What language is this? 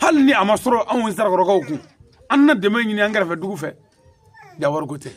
Bambara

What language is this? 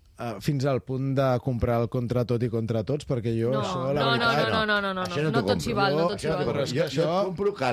Catalan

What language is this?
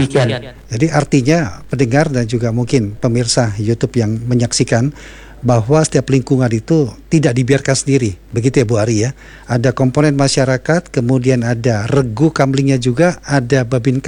Indonesian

